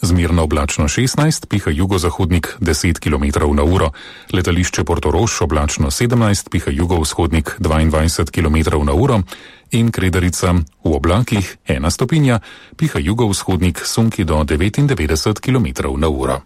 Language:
Slovenian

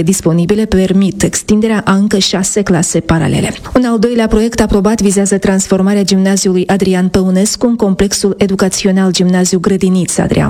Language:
Romanian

